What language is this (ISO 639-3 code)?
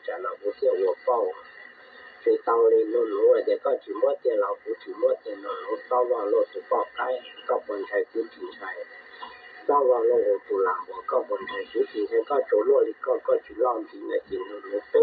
hmn